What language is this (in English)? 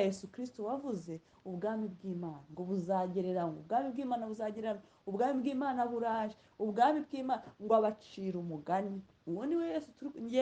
Kinyarwanda